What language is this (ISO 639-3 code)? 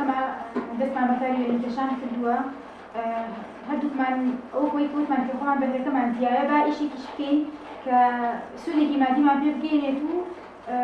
ckb